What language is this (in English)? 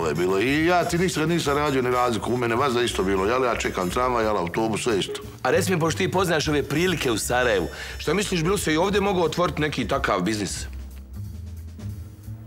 Bosnian